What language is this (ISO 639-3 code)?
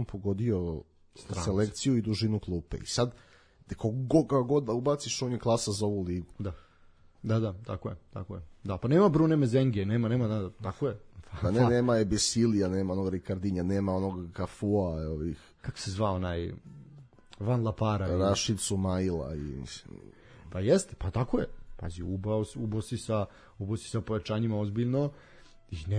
srp